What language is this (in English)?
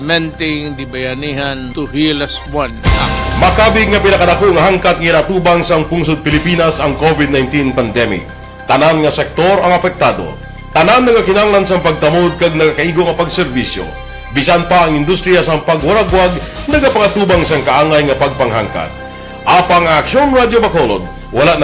Hiligaynon